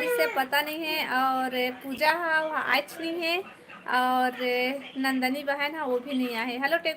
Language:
Chhattisgarhi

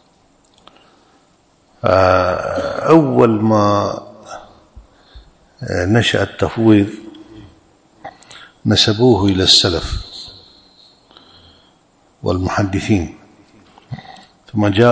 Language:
Arabic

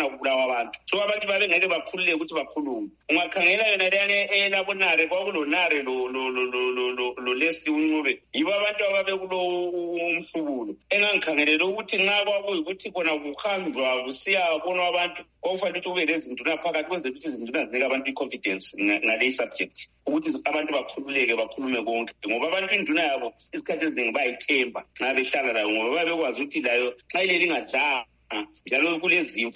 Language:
North Ndebele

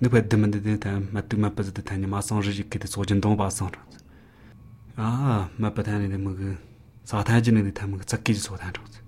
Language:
Latvian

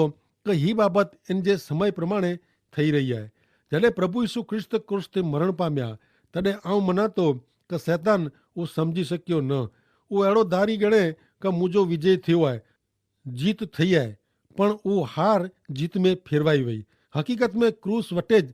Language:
Kachhi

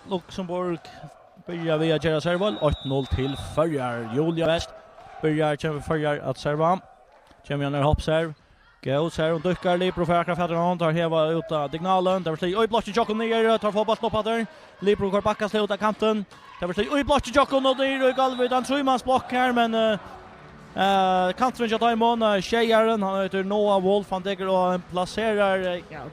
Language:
Faroese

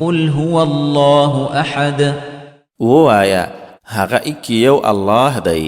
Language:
Pashto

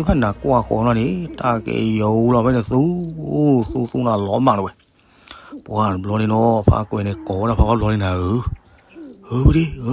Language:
S'gaw Karen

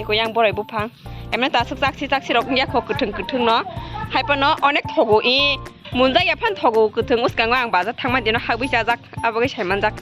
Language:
Kok Borok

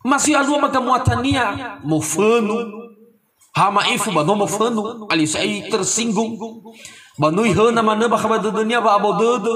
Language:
Nias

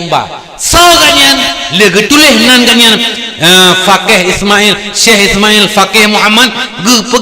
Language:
Achinese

